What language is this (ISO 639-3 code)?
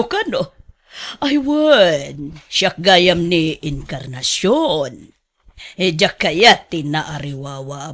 ilo